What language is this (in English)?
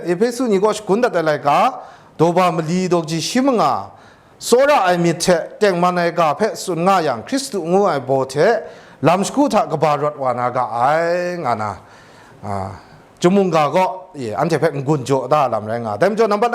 Kachin